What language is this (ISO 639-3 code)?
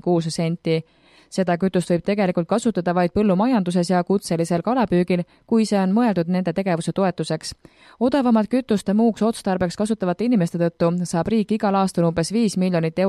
est